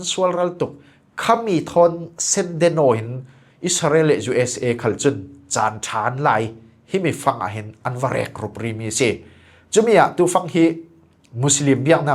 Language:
Falam Chin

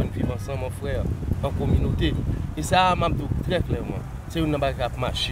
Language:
Haitian Creole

